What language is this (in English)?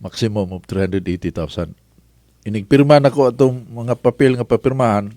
Cebuano